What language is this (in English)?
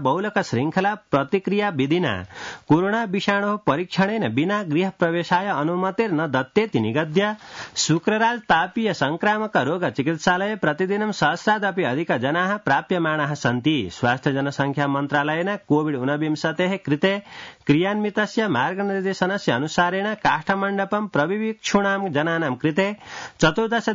Sanskrit